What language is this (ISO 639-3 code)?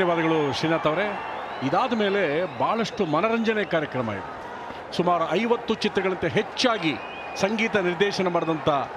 kan